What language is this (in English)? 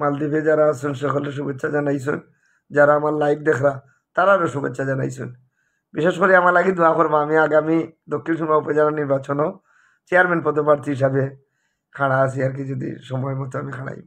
Sylheti